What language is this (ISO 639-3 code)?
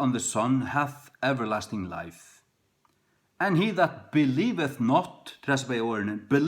fao